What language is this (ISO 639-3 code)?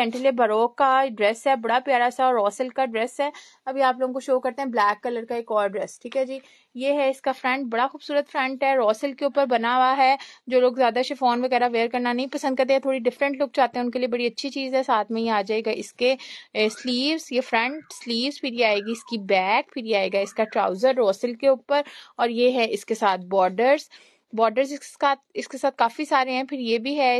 hin